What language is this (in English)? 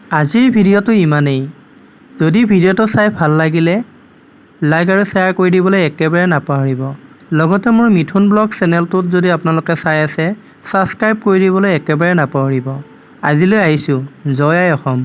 Assamese